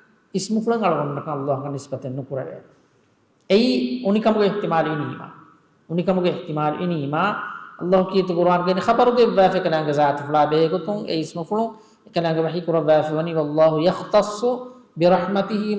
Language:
Divehi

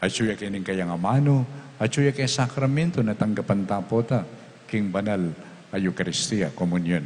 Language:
Pampanga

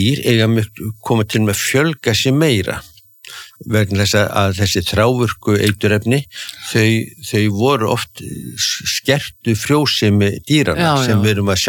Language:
Icelandic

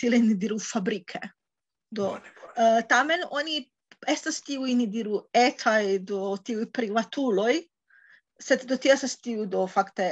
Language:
Esperanto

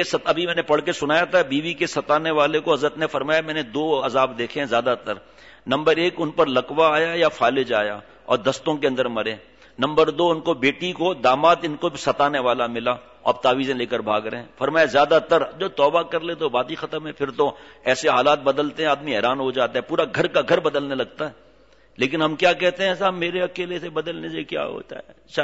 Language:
Urdu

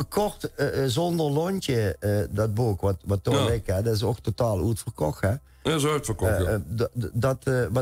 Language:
Limburgish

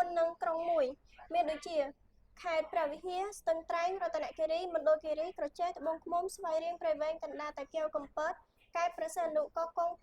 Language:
Khmer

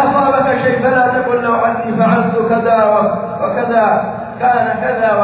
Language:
Arabic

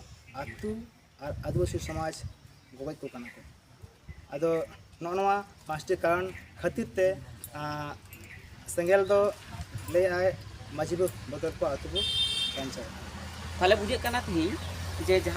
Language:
Santali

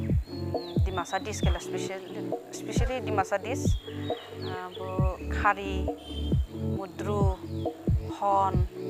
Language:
Dimasa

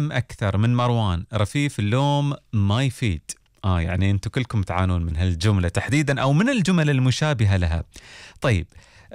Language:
Gulf Arabic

